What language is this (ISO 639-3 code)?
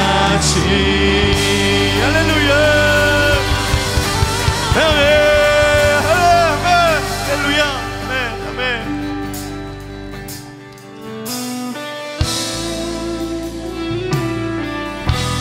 kor